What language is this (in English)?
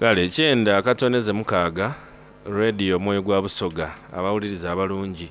Soga